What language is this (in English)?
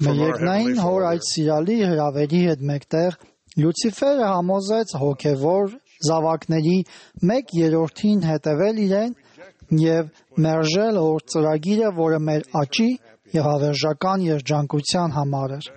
Armenian